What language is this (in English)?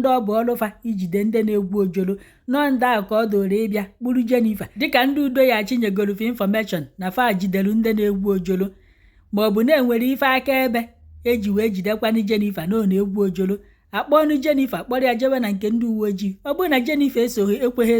Igbo